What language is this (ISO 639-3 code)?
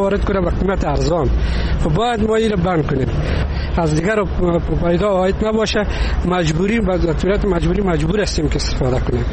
fas